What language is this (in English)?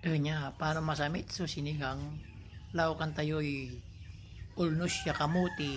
Pangasinan